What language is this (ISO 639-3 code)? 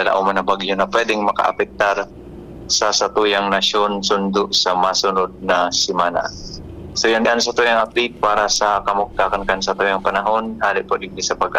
bik